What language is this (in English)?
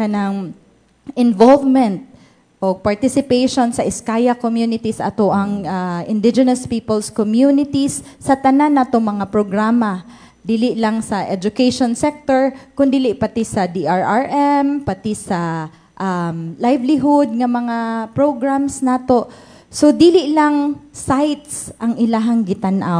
Cebuano